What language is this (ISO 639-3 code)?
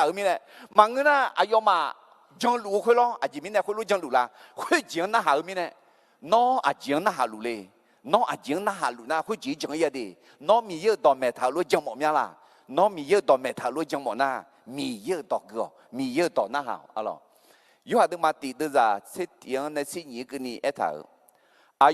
ahk